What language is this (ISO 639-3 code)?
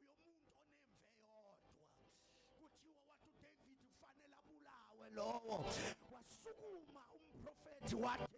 zul